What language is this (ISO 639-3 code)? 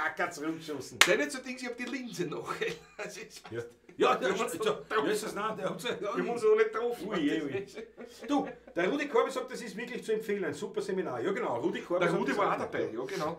bar